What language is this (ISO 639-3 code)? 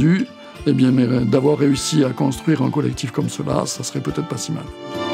fra